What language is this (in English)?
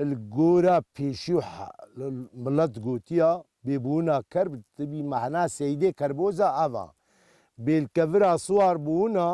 Kurdish